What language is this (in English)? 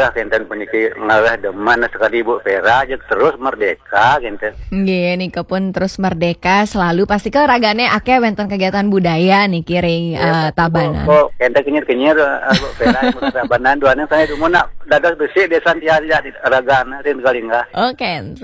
Balinese